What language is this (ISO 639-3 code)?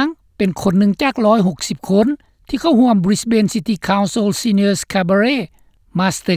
lao